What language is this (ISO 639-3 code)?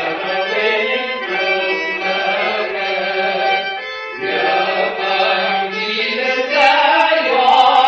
tat